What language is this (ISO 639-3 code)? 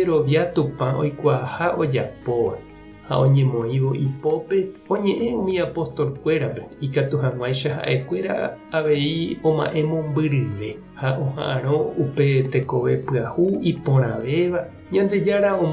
grn